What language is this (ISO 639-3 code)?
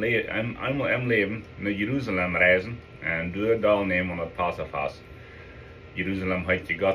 pdt